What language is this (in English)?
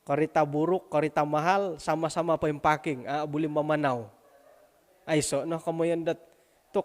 Central Dusun